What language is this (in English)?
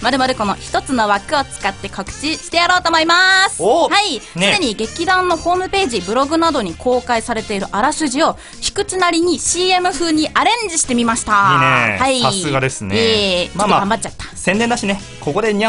Japanese